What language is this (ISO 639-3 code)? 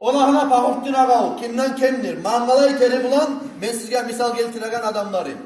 kum